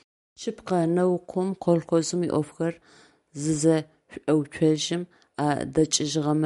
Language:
Adyghe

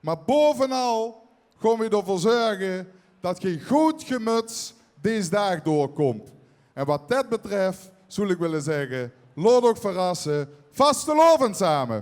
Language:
Limburgish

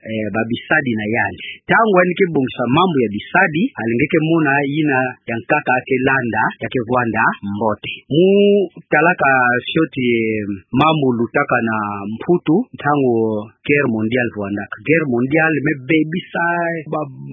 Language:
Kituba (Democratic Republic of Congo)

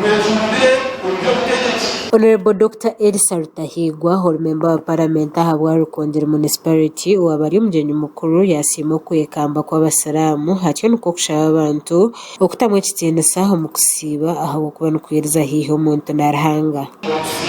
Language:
Nyankole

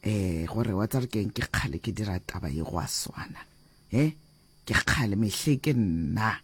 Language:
Northern Sotho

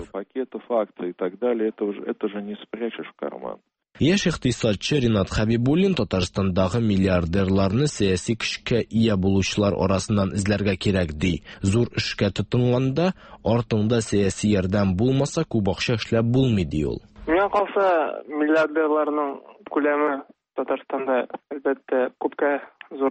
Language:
Tatar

